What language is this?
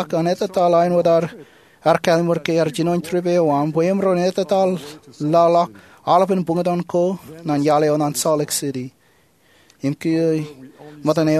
Marshallese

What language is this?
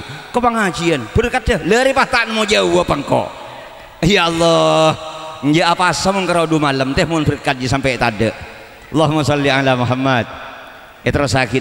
Madurese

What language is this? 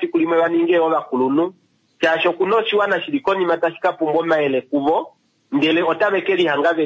Kuanyama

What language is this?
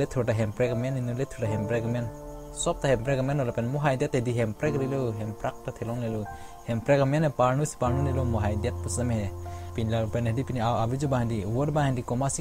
Karbi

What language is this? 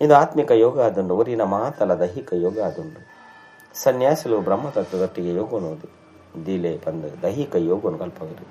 Tulu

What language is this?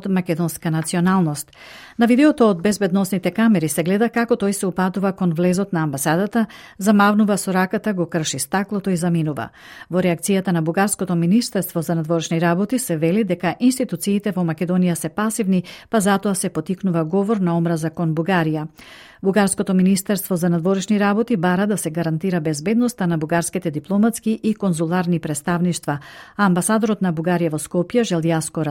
Macedonian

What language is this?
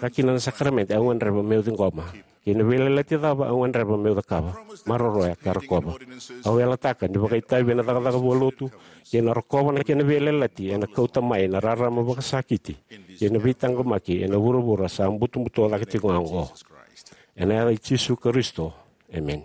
Fijian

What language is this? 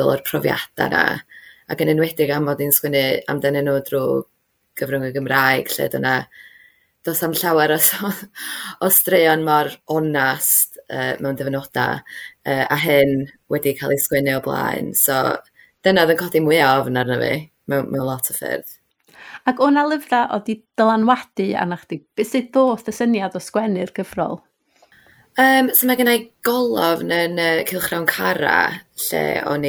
Welsh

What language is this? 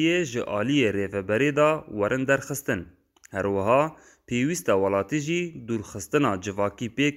Kurdish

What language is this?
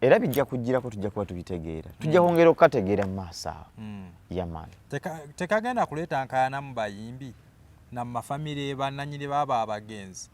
Ganda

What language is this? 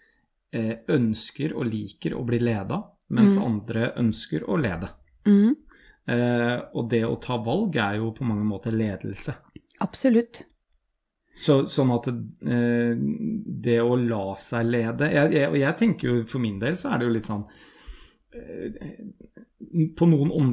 Norwegian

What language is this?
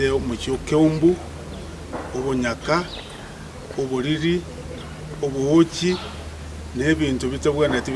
Gusii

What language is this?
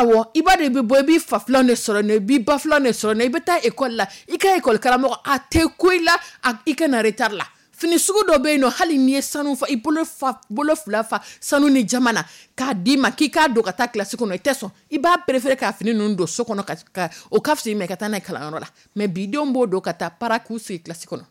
Dyula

